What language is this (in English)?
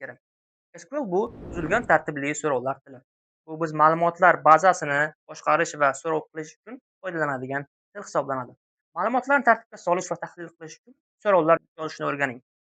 Uzbek